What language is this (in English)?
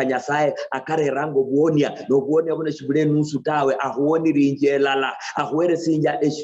Luyia